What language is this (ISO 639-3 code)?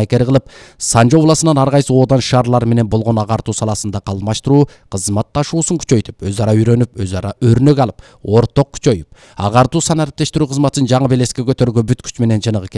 kir